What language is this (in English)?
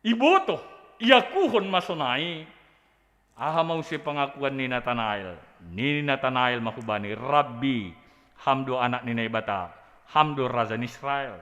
Batak Simalungun